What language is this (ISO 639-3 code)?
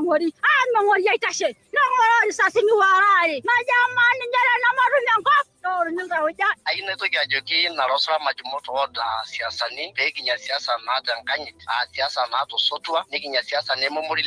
mas